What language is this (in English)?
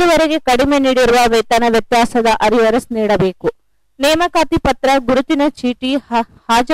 Kannada